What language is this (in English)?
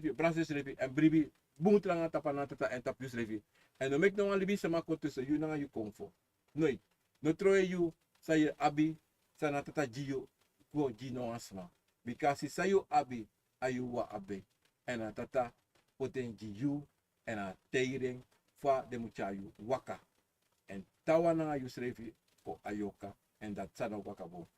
Sranan Tongo